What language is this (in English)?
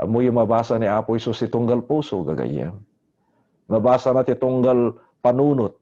Iloko